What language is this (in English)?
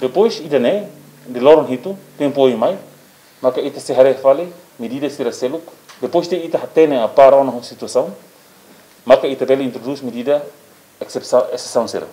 Tetum